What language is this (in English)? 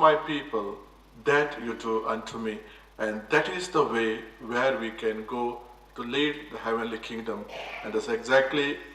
Tongan